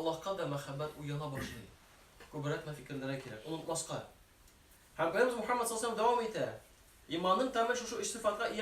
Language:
Tatar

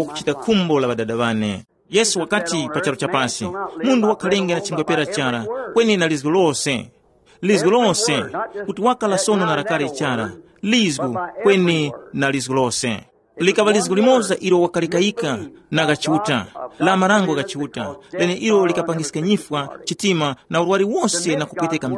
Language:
Tumbuka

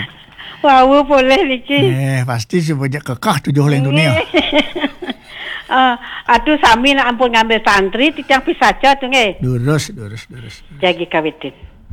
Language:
Balinese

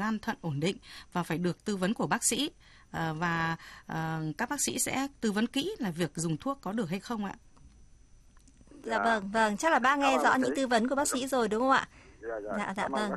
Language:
Vietnamese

